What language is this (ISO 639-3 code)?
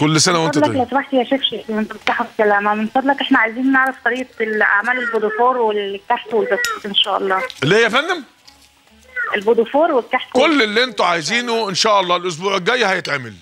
arz